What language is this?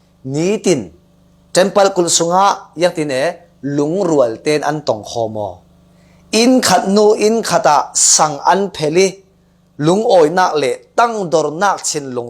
Falam Chin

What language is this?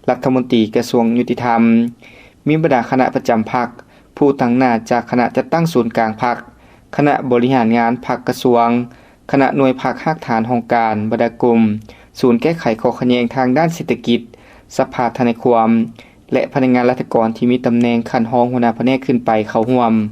Lao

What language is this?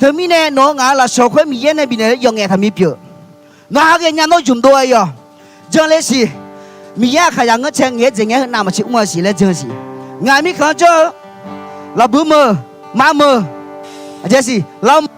Akha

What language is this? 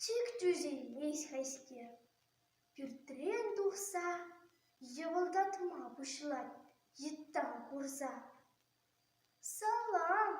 Chuvash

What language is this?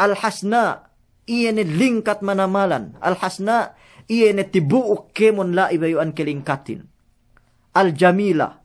Yakan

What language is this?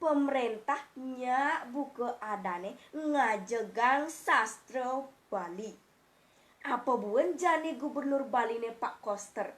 Balinese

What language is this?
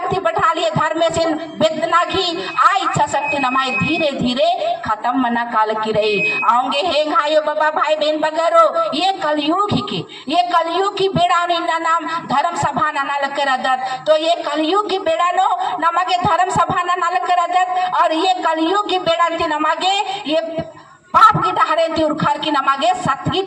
Kurukh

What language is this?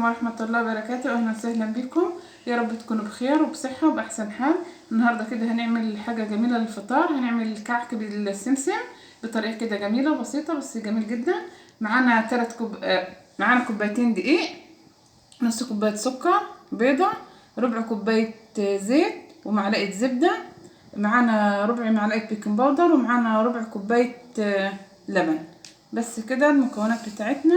Egyptian Arabic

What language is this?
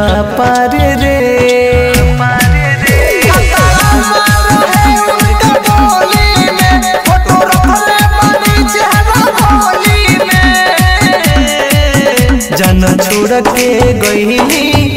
Bhojpuri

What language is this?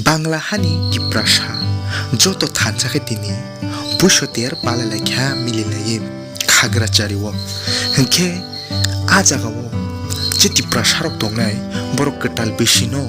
Kok Borok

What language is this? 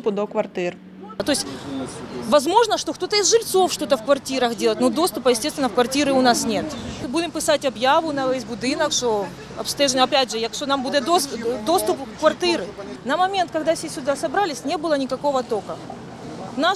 Ukrainian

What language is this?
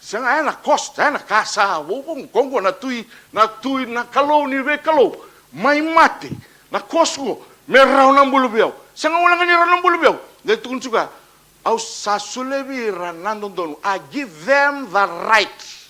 Fijian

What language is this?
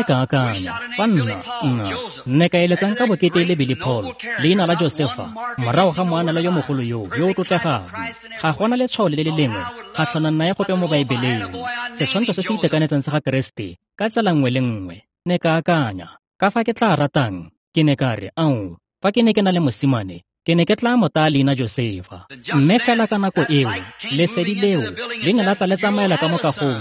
Tswana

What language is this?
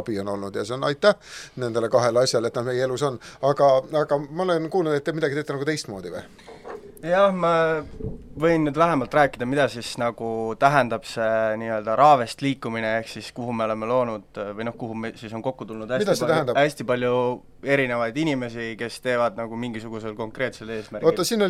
Estonian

